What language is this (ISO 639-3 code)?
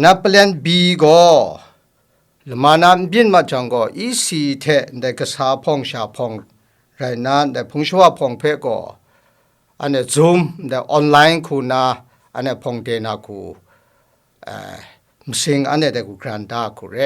kac